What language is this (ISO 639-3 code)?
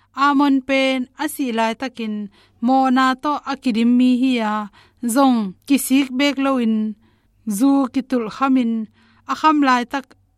ctd